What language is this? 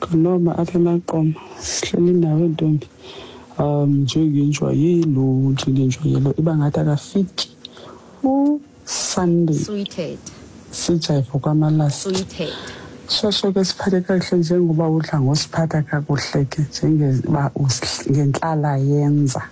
Xhosa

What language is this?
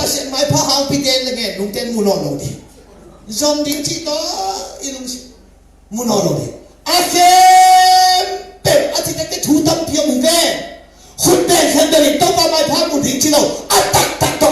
Tedim Chin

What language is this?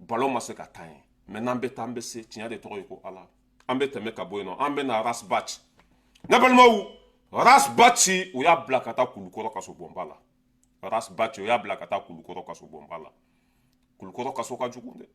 Bambara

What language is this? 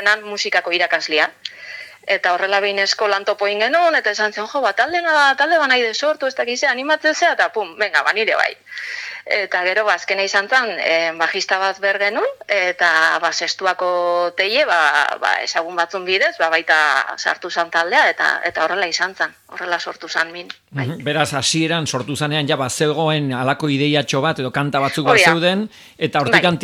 Basque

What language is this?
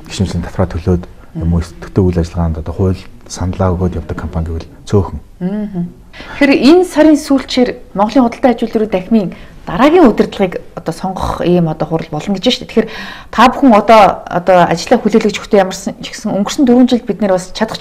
Mongolian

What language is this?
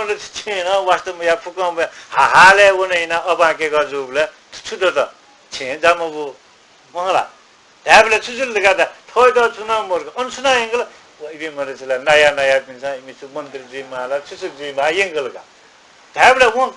Newari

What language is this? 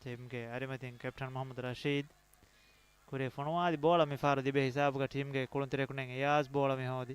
Divehi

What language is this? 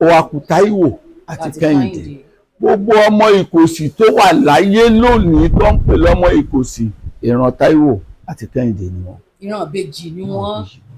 Yoruba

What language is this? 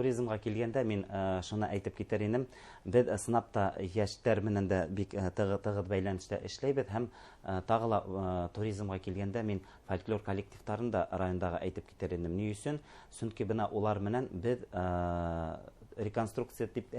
Bashkir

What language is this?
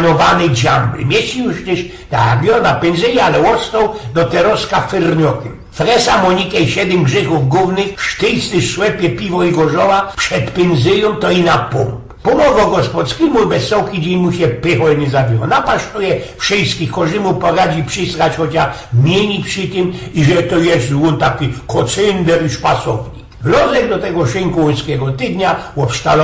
Silesian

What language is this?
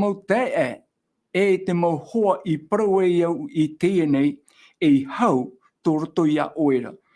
Tahitian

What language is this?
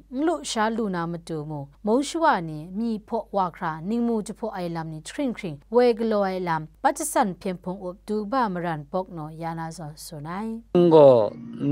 Kachin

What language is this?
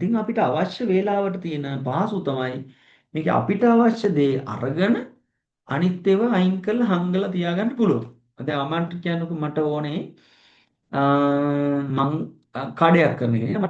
Sinhala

